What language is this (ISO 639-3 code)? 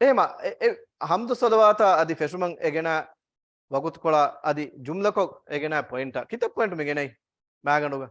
div